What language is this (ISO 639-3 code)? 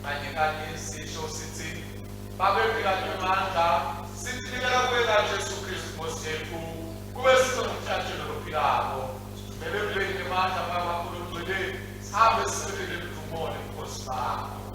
ssw